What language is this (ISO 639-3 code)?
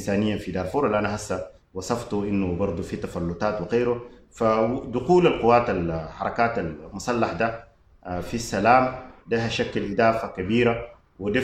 apd